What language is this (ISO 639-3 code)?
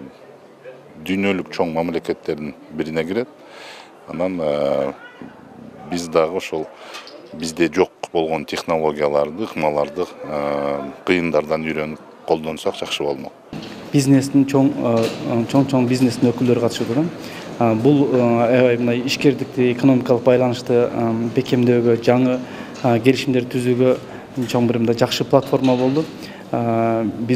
kir